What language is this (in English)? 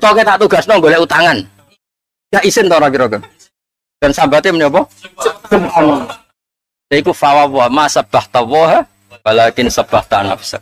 Javanese